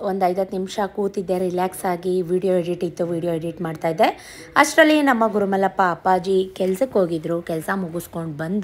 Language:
Kannada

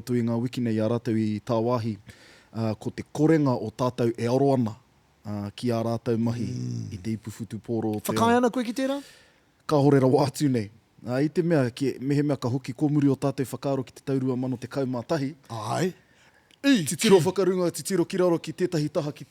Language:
Māori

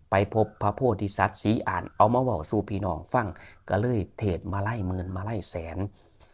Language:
Northeastern Thai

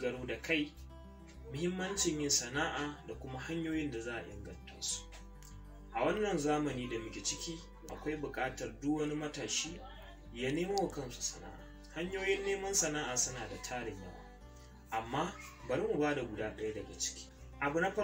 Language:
Hausa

